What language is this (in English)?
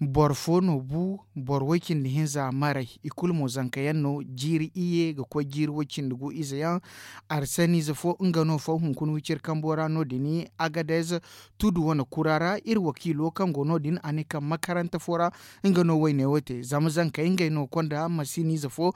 Zarma